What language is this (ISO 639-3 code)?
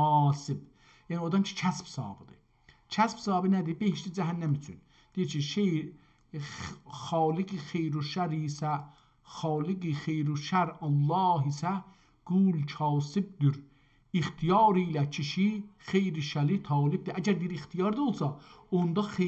azb